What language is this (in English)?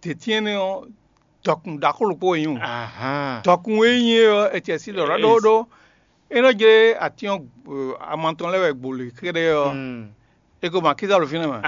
Fon